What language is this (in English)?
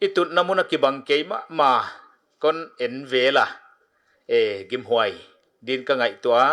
Paite Chin